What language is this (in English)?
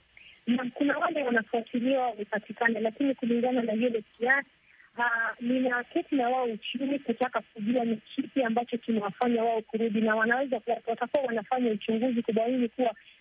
Swahili